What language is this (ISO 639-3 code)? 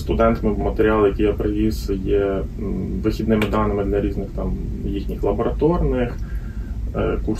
ukr